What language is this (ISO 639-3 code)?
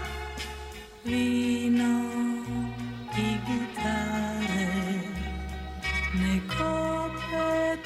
srp